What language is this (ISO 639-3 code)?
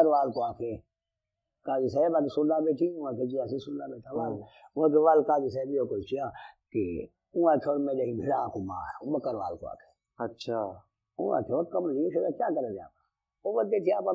skr